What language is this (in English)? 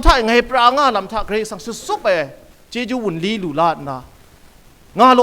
Kachin